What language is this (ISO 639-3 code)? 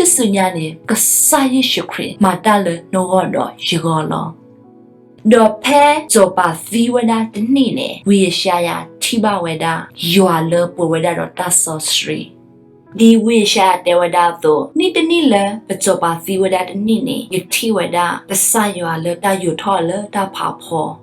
ksw